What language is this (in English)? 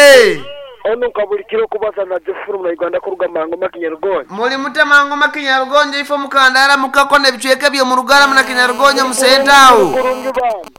Nyankole